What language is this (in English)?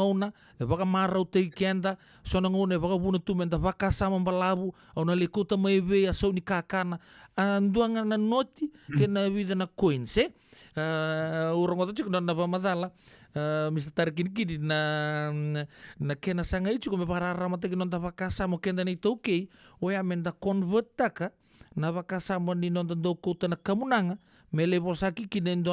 Fijian